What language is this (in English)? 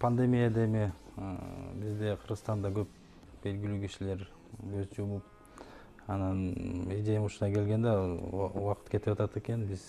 Kyrgyz